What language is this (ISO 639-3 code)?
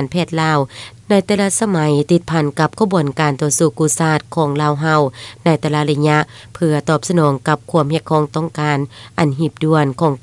lao